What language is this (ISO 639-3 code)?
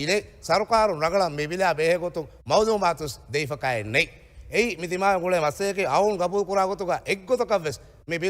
div